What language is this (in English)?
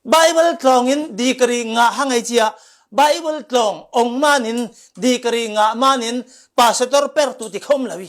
Falam Chin